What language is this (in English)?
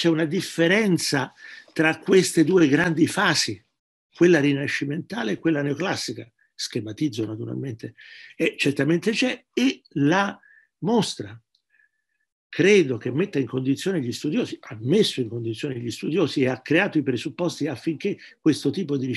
Italian